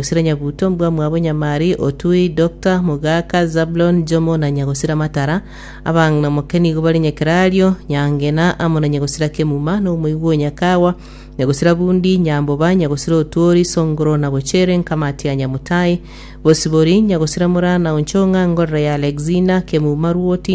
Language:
Gusii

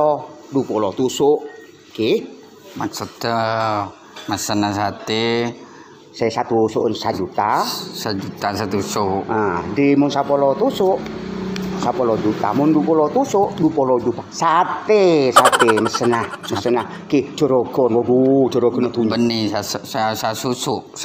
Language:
Madurese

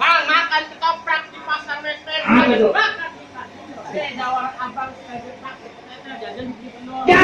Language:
Betawi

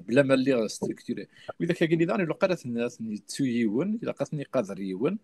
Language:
Kabyle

